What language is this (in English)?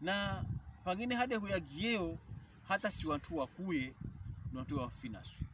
Pokomo